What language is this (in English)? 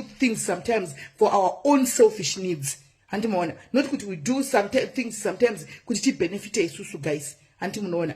Shona